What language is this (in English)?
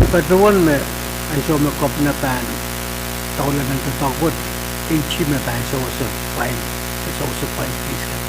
Pohnpeian